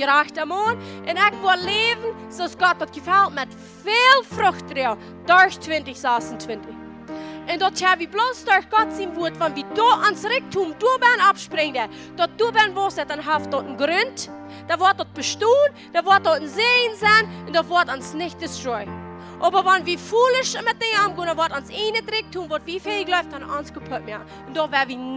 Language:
Plautdietsch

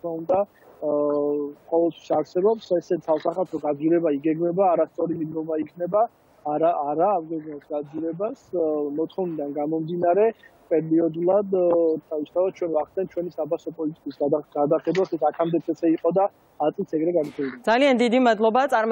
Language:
Georgian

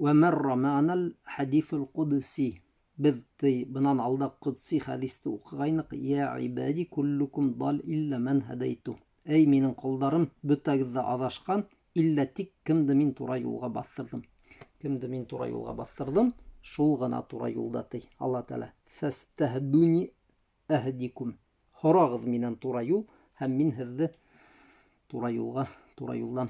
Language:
Bashkir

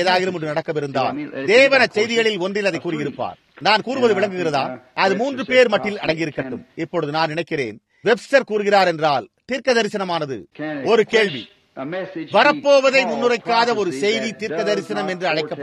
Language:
Tamil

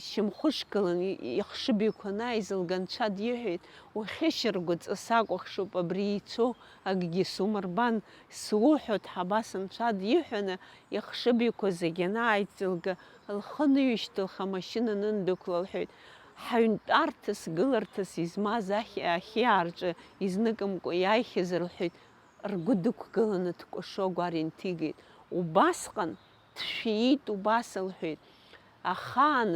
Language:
Abkhazian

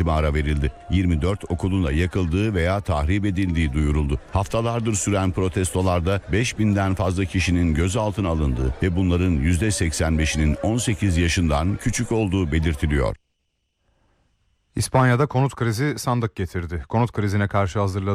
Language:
Turkish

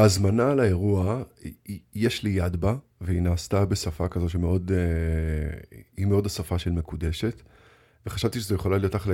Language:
Hebrew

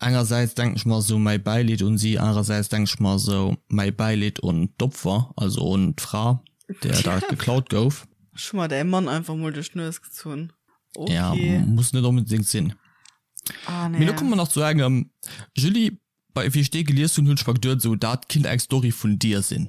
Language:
Luxembourgish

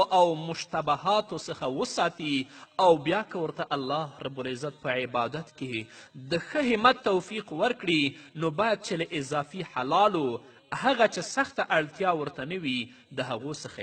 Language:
Pashto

